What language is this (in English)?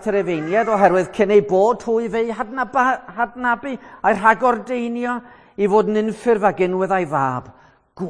Welsh